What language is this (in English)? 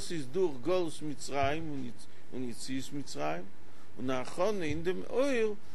Yiddish